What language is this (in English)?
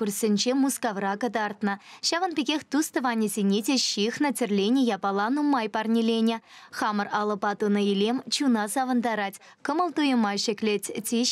Chuvash